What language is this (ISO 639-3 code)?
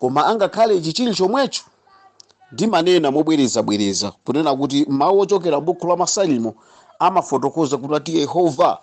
nya